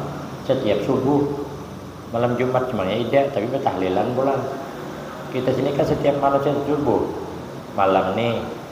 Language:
Banjar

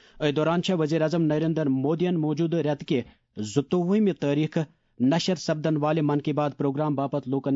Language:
Kashmiri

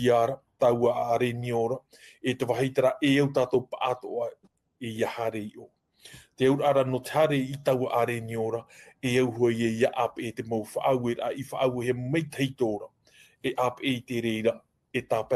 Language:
Tahitian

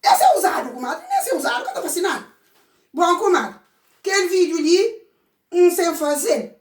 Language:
Kabuverdianu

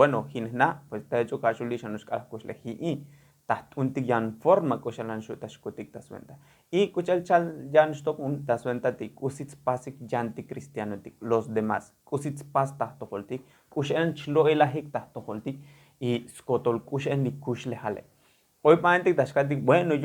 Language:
Tzotzil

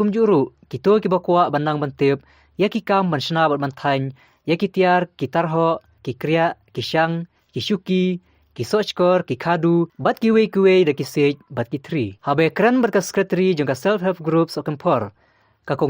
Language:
Khasi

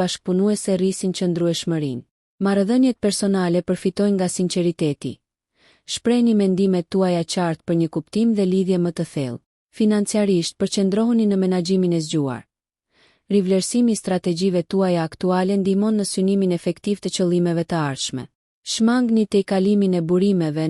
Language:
Albanian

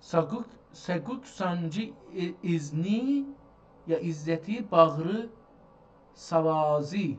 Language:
South Azerbaijani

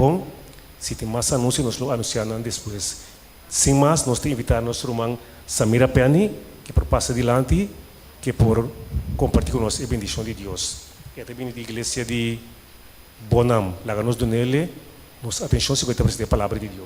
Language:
Papiamento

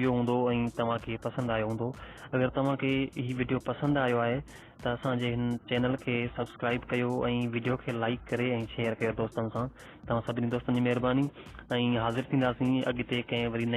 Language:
Sindhi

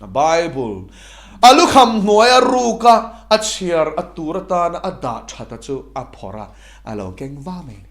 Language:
Mizo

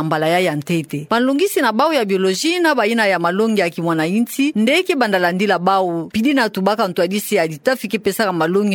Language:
Kituba (Democratic Republic of Congo)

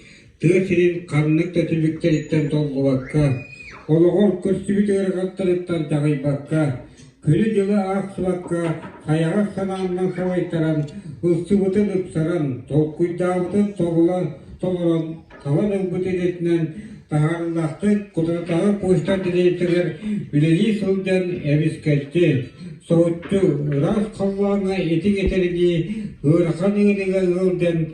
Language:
Yakut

